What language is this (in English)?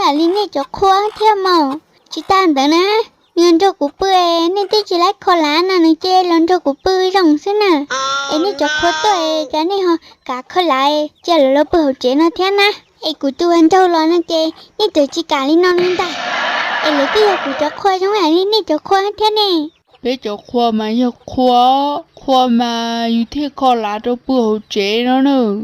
Hmong